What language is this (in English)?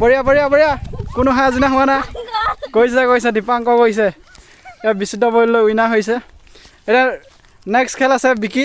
Assamese